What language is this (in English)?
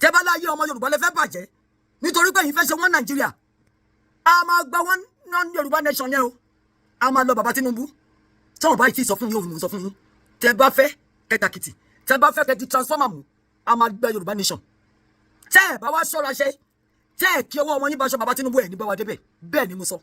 Yoruba